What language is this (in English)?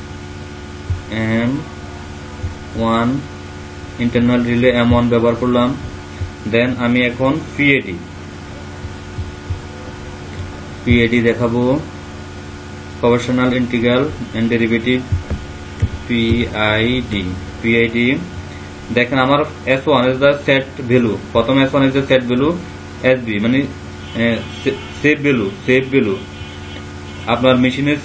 Bangla